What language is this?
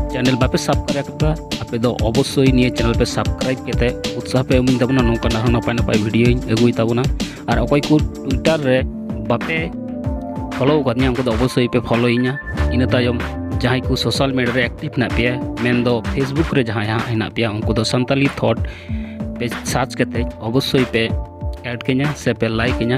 Santali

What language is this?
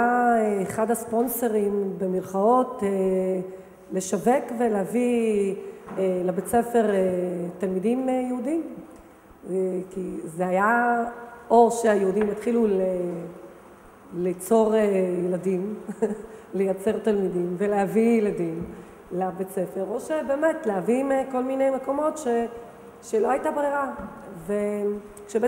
Hebrew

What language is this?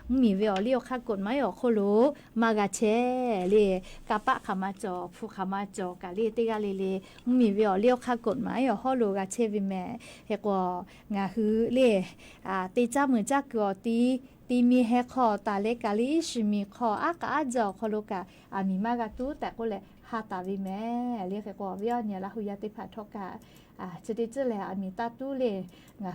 Lahu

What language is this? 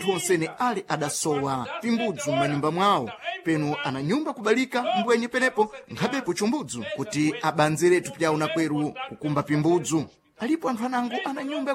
Sena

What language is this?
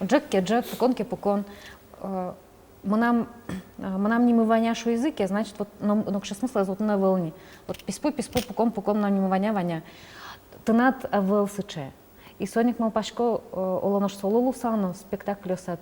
Udmurt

